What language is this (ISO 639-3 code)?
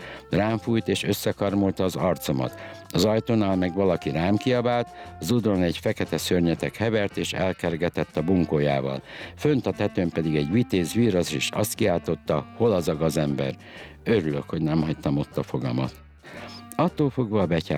hun